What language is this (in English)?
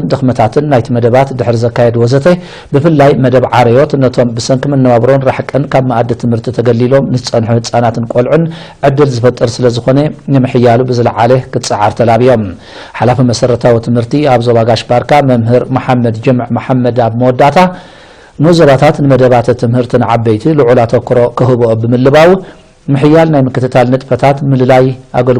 Tigrinya